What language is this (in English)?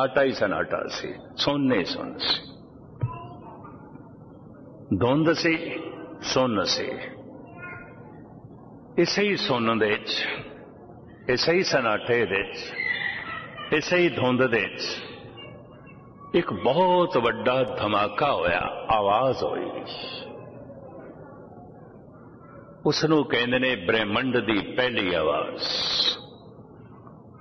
Punjabi